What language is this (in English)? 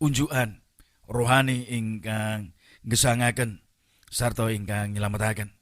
Javanese